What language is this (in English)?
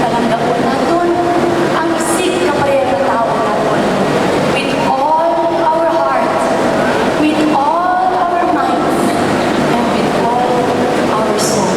Hiligaynon